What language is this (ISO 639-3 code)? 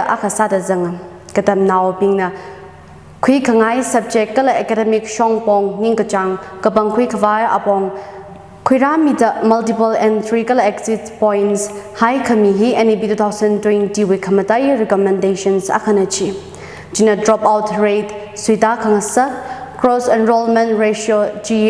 nmf